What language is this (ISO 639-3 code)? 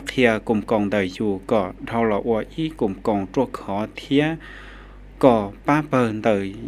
hmn